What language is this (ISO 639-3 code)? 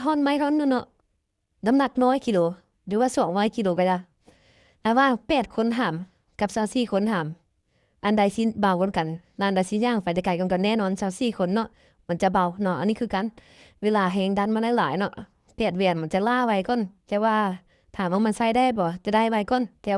lao